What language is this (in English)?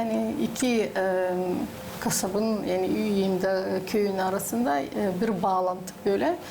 Gagauz